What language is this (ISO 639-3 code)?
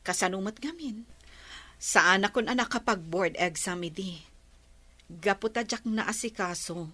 ilo